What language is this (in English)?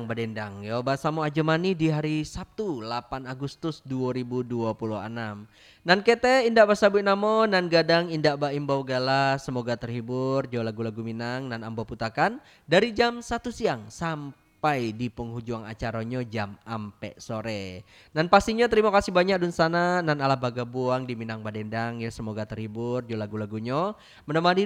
Minangkabau